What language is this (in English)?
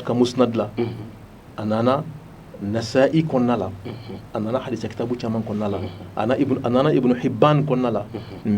Bambara